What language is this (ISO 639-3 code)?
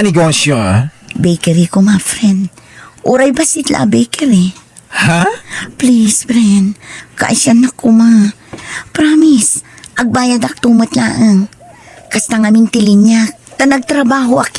ilo